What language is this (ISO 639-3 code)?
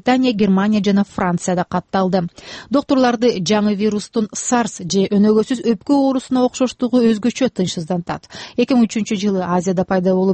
kir